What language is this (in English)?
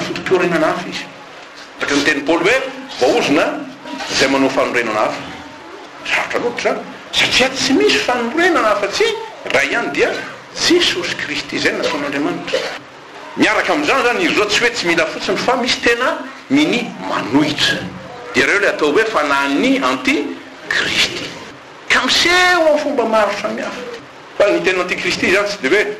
Malagasy